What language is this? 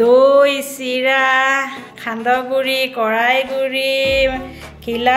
Assamese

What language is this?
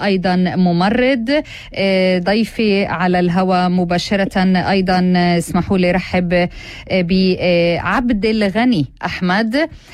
North Levantine Arabic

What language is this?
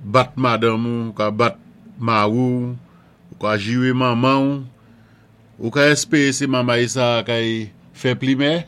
Saint Lucian Creole French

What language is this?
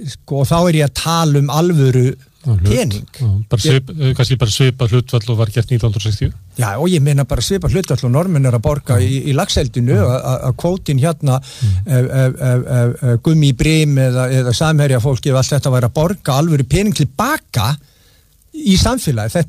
Icelandic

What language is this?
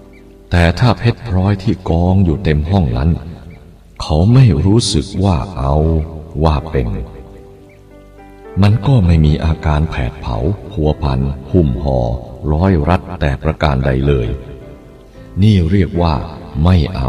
Thai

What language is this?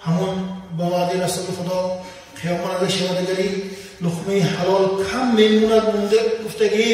Tajik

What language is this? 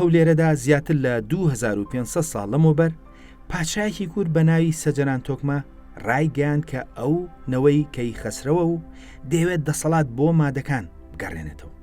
Central Kurdish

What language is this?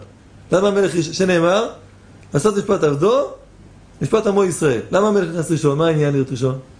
Hebrew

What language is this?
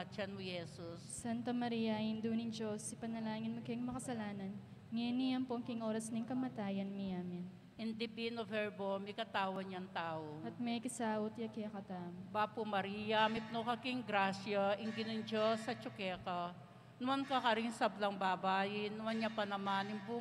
Pampanga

